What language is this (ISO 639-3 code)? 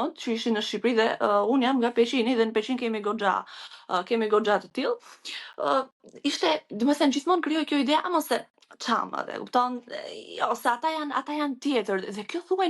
sqi